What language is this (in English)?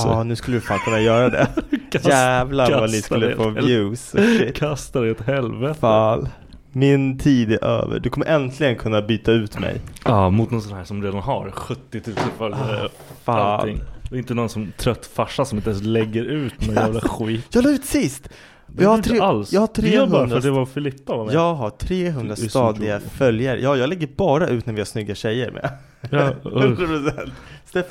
Swedish